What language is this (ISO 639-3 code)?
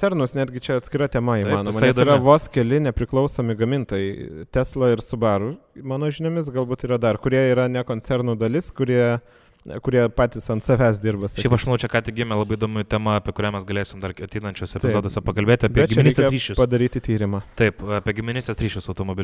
lit